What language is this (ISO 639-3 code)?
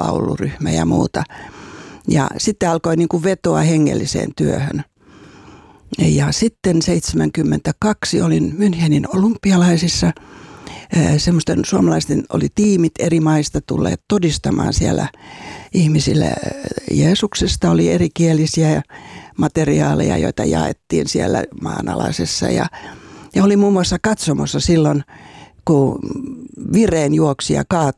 fin